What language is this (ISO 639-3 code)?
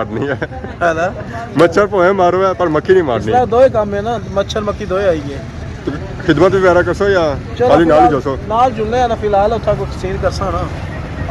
phr